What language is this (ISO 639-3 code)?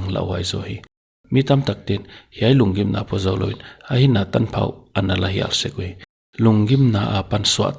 pck